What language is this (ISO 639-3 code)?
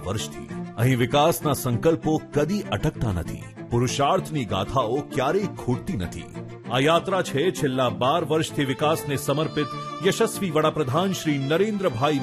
guj